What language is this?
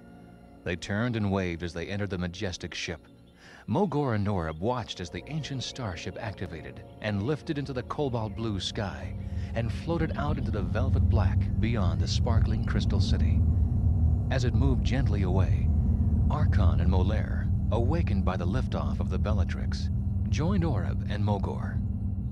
English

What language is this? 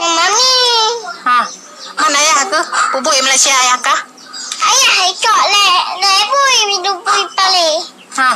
Achinese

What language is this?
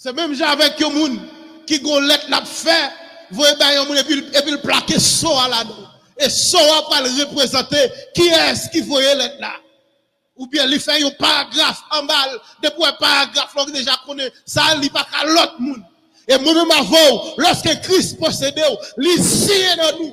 Haitian Creole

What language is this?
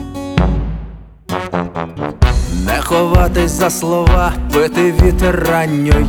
Ukrainian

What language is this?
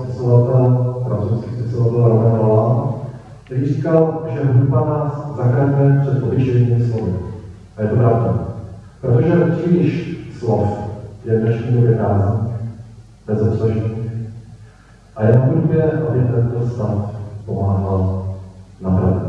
Czech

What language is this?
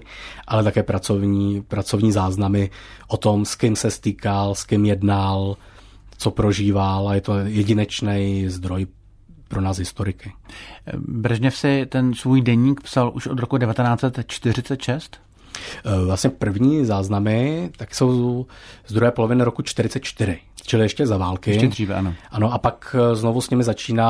Czech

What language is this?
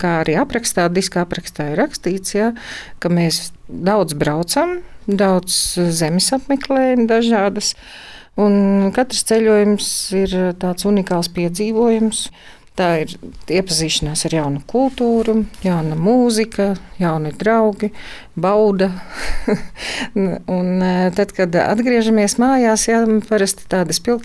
Latvian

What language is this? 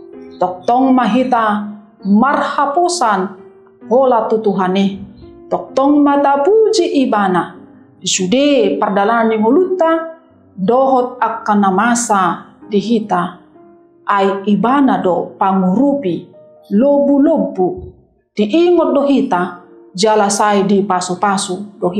Batak Toba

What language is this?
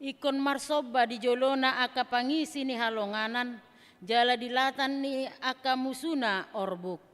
Batak Toba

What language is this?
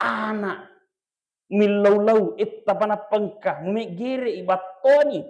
Buginese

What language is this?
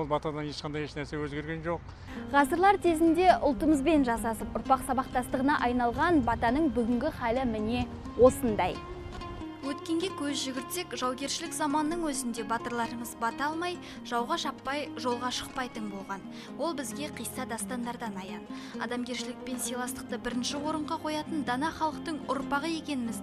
Kazakh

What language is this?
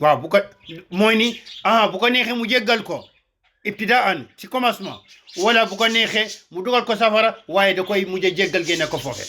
Wolof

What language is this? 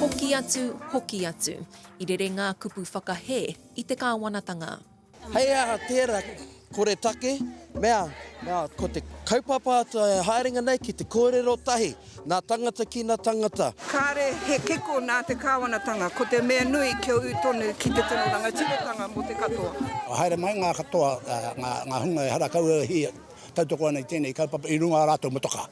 Māori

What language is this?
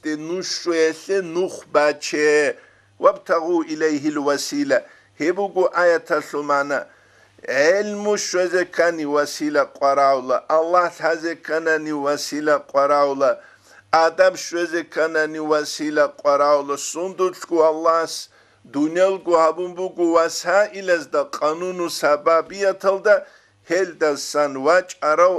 Avaric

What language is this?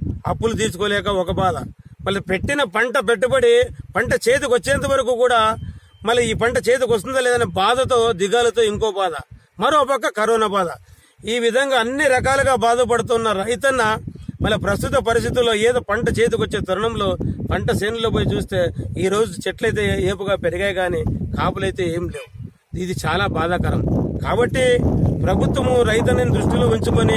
Telugu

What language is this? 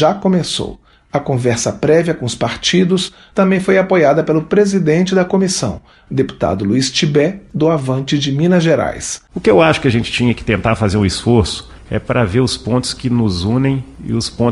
Portuguese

